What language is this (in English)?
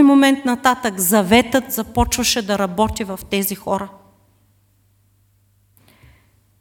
Bulgarian